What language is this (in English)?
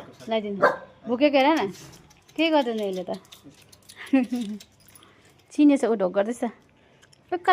Nepali